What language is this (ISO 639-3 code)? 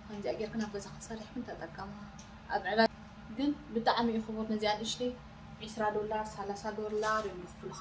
tir